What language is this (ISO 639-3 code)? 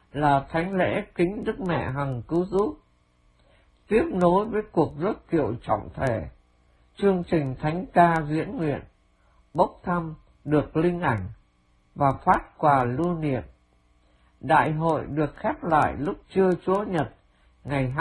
vie